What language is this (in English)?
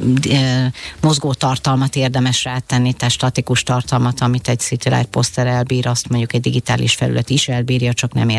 Hungarian